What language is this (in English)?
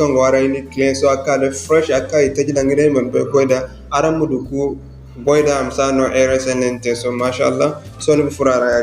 Zarma